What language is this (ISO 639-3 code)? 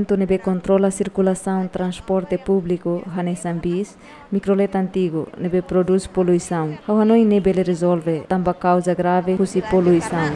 tet